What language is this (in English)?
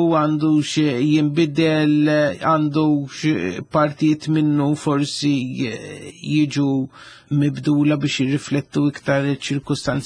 Maltese